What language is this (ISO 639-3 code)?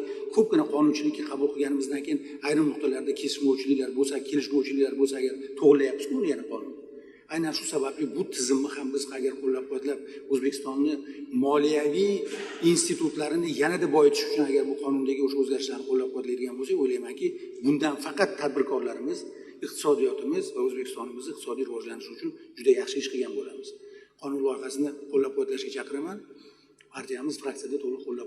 uzb